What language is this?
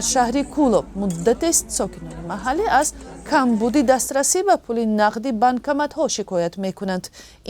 Tajik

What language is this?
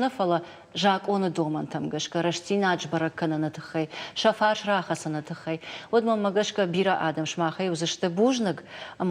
Ossetic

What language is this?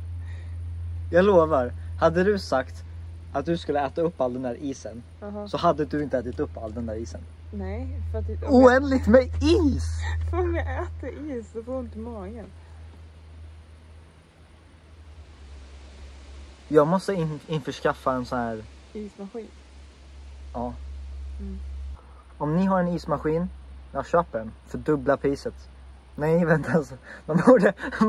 Swedish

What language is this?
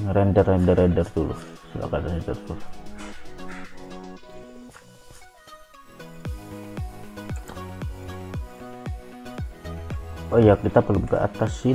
Indonesian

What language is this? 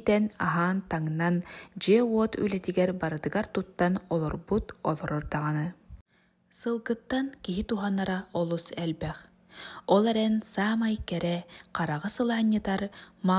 Yakut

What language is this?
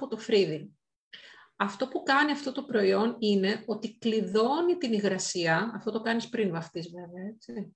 Greek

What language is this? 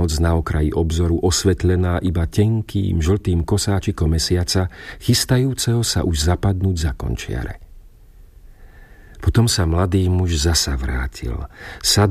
Slovak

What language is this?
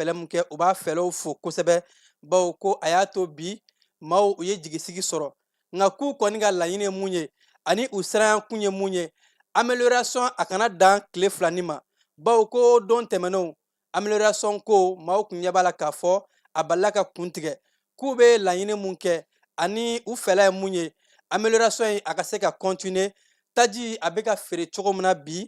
Bambara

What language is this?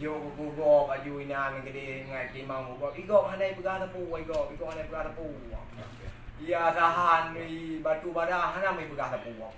Achinese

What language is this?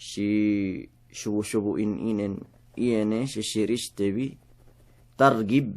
Yakan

